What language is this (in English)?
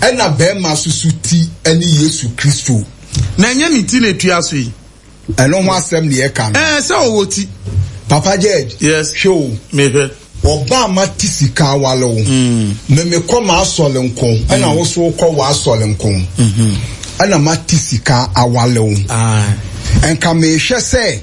Akan